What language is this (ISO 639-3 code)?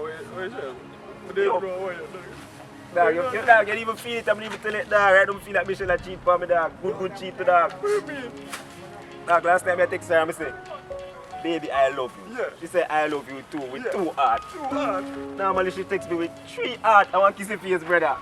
jam